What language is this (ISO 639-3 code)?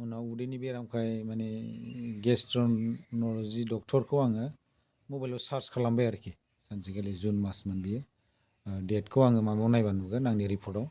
brx